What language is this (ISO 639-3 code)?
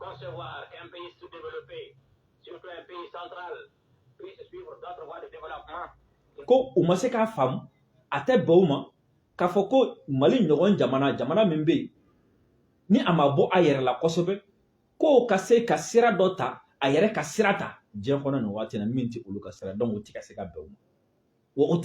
bam